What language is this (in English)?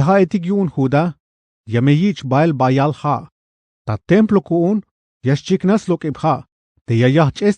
Tzeltal